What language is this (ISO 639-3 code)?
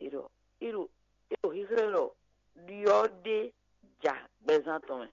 fon